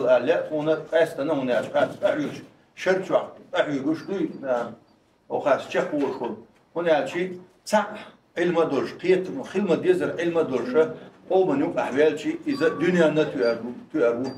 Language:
Chechen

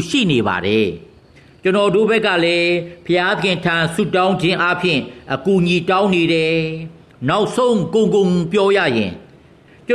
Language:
Burmese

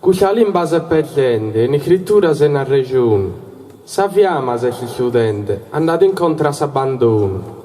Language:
Sardinian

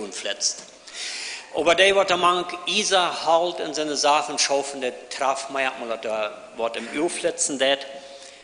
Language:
Plautdietsch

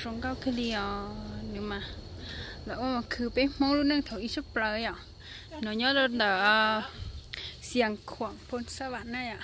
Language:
Hmong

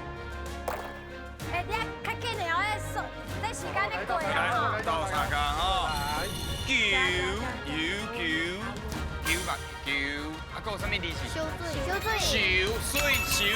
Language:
Min Nan Chinese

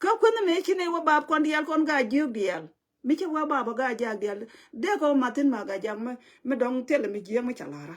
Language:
Nuer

